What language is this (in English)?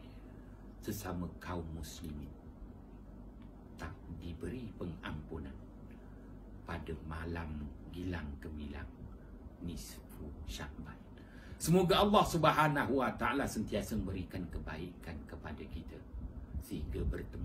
Malay